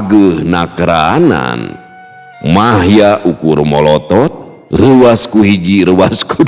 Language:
Sundanese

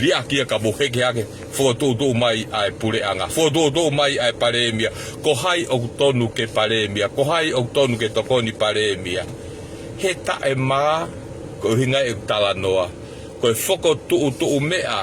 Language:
Tongan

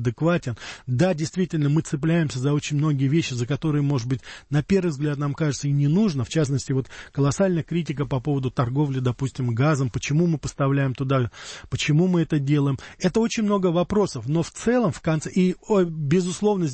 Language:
Russian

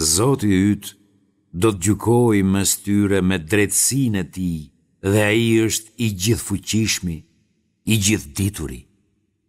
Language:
Albanian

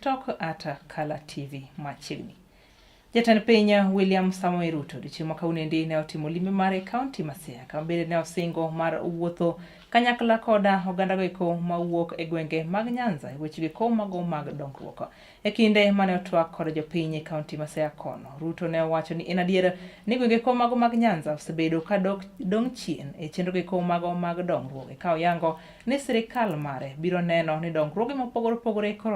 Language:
Luo (Kenya and Tanzania)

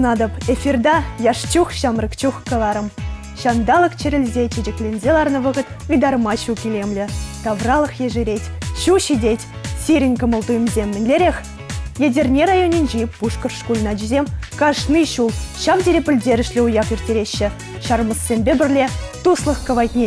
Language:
Chuvash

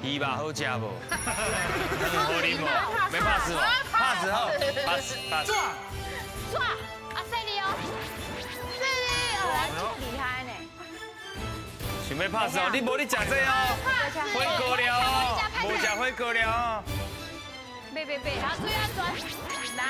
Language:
Min Nan Chinese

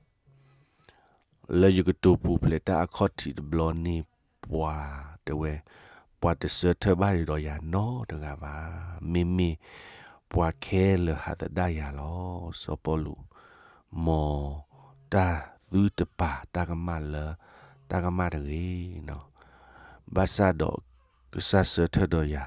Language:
S'gaw Karen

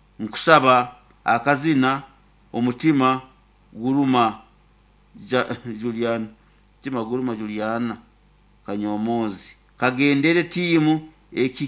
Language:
Nyoro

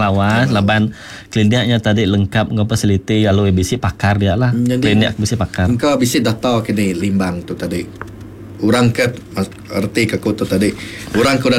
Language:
Iban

